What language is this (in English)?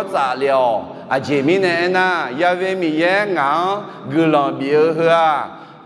Akha